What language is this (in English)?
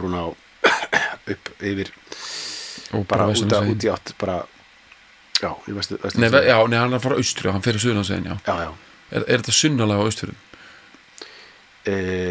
Icelandic